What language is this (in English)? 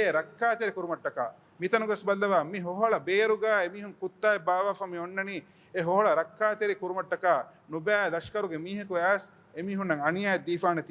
Divehi